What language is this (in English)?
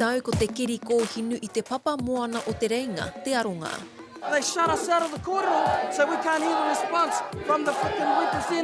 Māori